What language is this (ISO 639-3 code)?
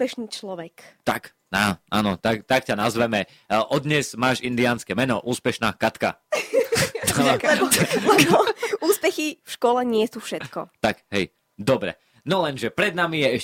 slk